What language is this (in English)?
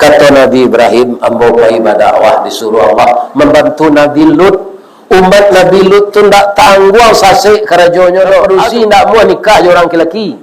Minangkabau